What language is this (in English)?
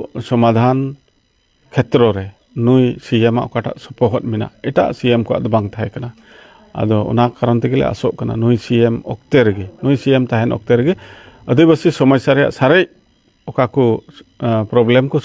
Santali